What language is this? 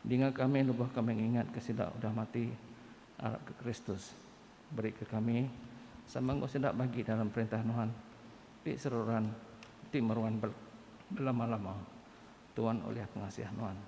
Iban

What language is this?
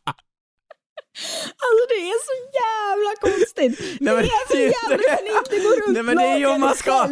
Swedish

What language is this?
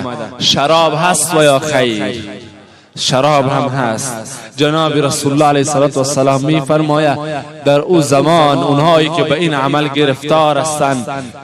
Persian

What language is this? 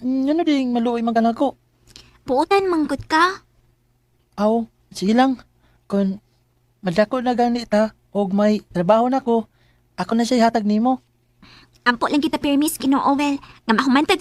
Cebuano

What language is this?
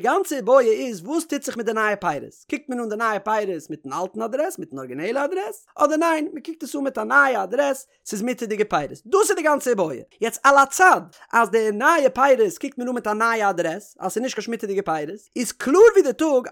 Yiddish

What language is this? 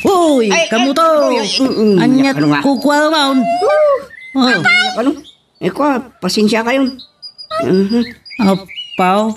Iloko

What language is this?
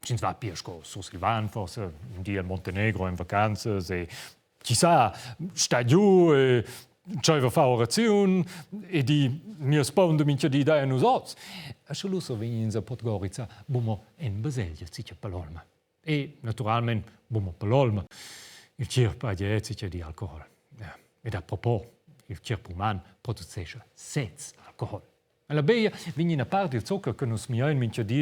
Romansh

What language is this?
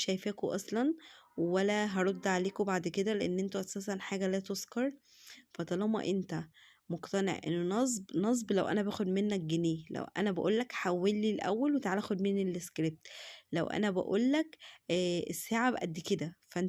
Egyptian Arabic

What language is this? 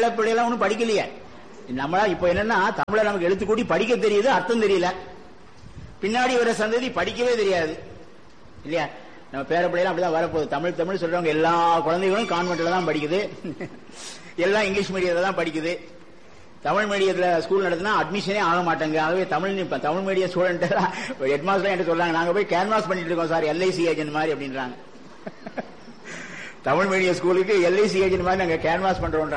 Tamil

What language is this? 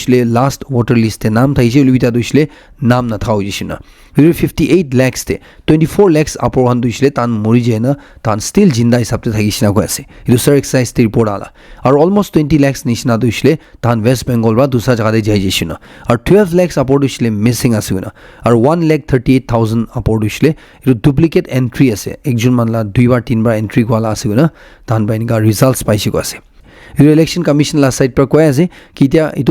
Naga Pidgin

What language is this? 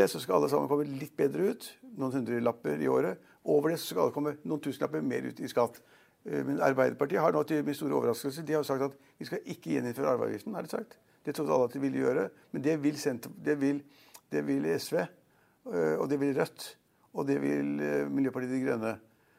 Norwegian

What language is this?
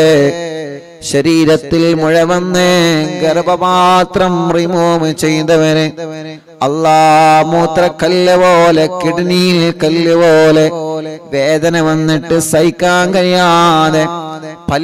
Malayalam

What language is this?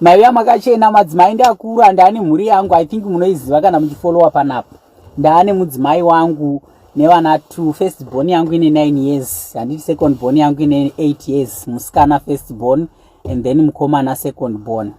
Shona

